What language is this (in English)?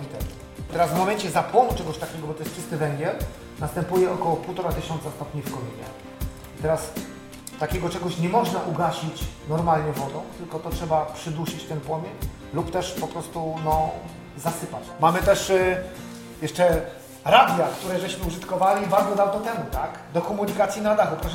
Polish